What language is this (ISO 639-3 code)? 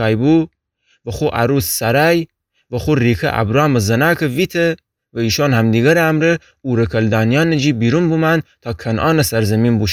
glk